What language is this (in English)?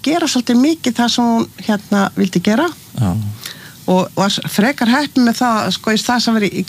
Icelandic